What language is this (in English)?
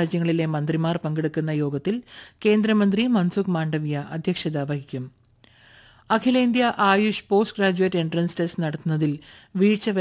Malayalam